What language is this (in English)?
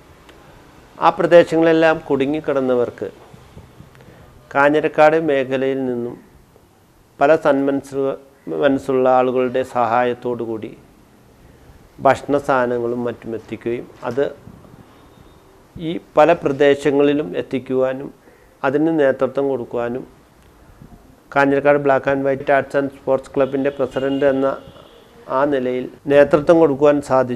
Malayalam